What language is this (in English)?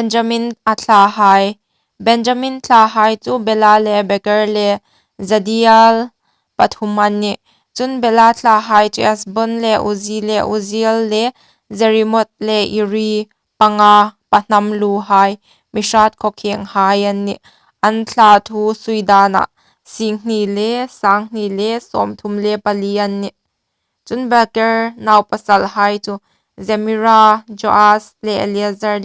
Hmar